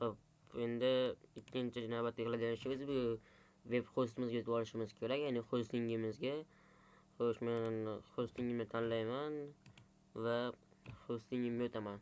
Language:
Uzbek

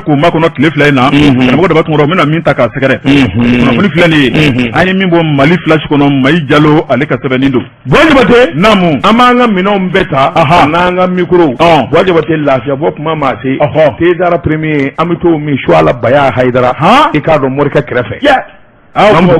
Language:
Bambara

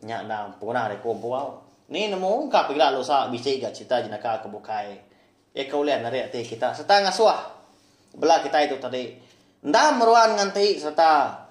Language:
Iban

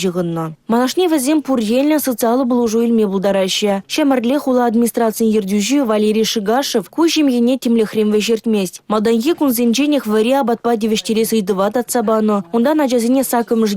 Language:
Chuvash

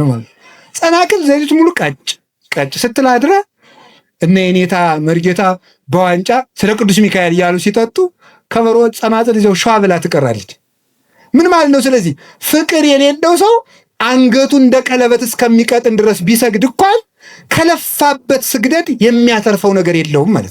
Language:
Amharic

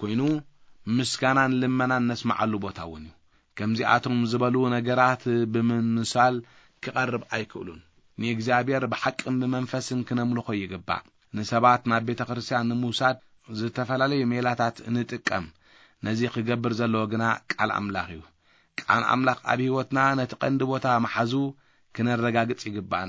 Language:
Tigrinya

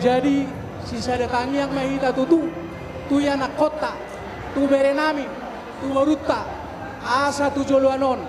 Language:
Batak Toba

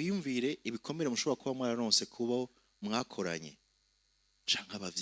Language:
Rundi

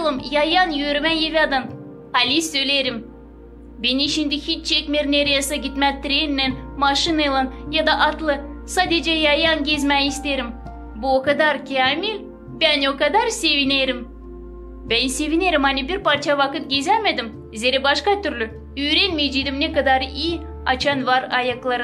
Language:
Gagauz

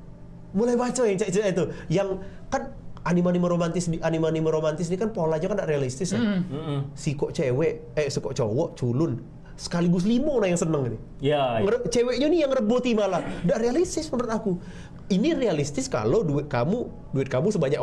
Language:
Musi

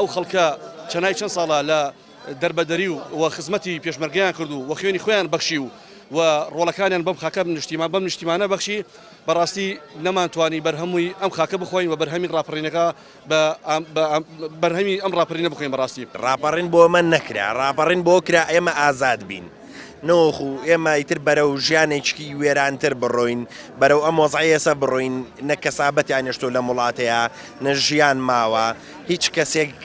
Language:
Central Kurdish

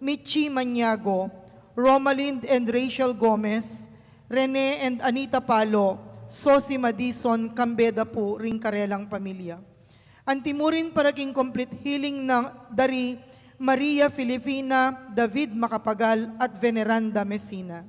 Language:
Pampanga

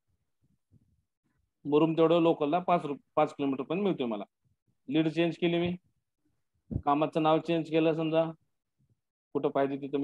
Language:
Marathi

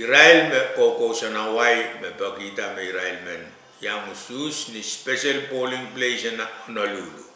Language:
Pohnpeian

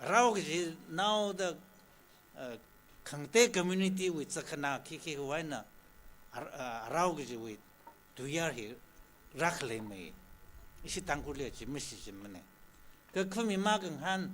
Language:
Tangkhul Naga (India)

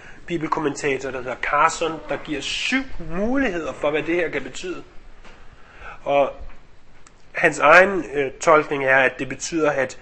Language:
Danish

